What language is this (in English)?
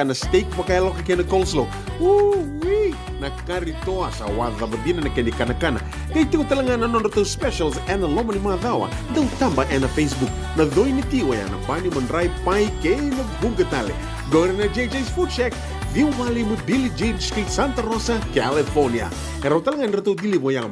Fijian